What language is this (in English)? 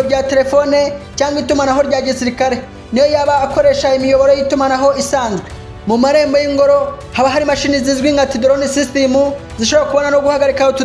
Kinyarwanda